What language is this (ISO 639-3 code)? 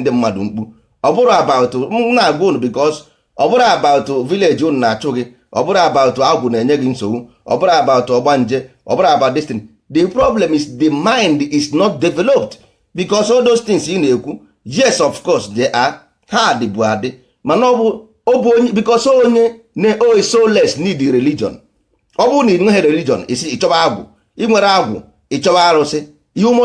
ibo